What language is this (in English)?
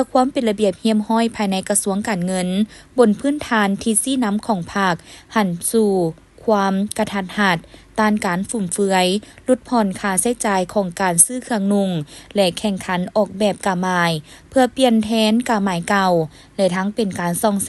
Lao